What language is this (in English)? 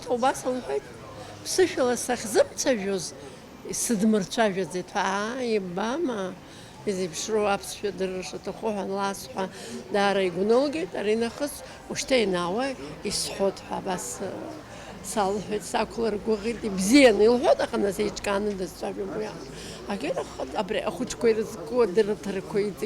Abkhazian